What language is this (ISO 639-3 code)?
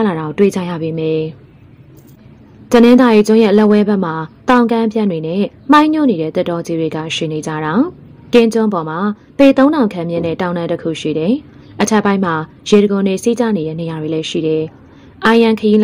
mya